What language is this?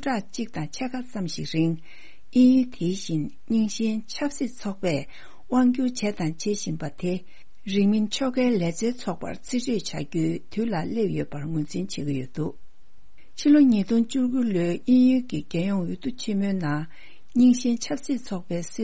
Tibetan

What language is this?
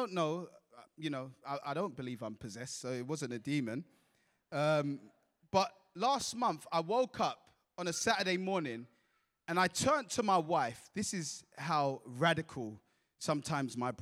English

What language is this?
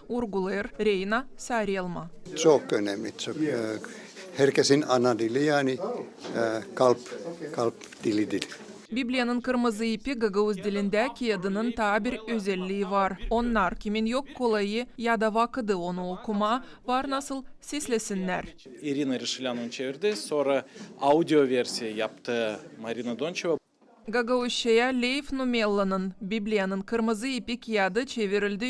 Gagauz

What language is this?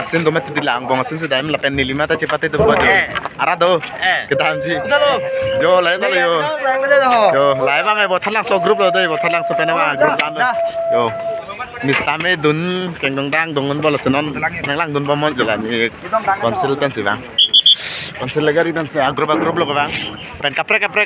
Karbi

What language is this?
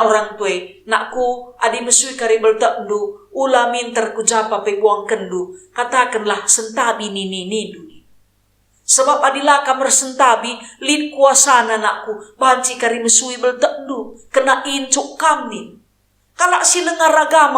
Batak Karo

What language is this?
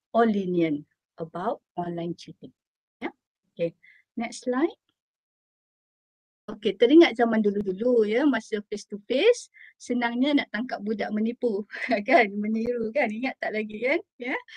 Malay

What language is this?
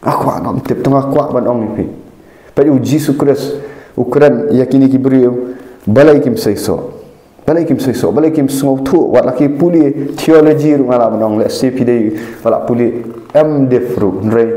Khasi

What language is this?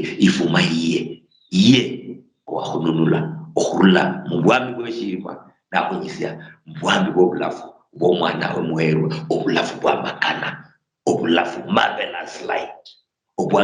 Luyia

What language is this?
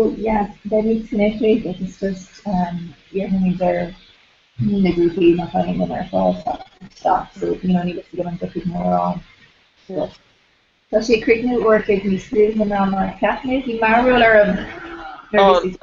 Irish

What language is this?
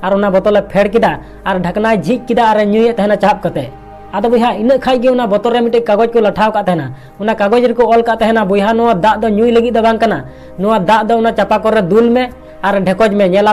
Santali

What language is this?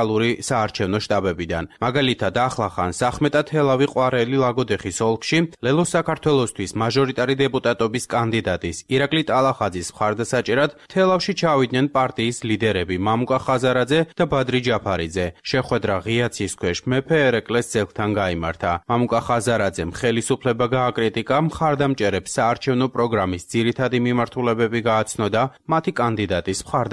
Georgian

